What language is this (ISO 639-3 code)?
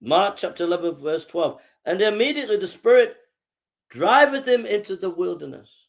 eng